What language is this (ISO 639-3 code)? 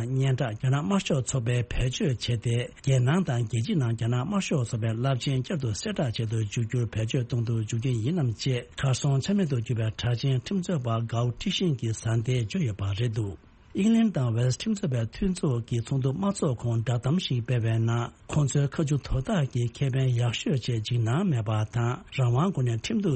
bod